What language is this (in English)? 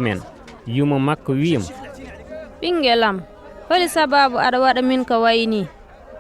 Fula